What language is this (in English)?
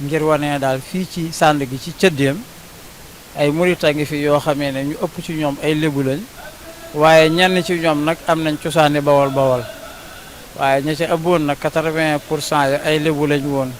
Wolof